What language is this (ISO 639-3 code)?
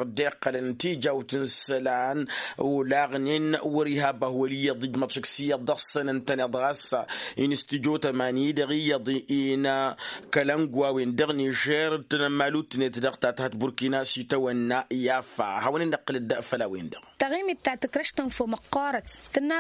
taq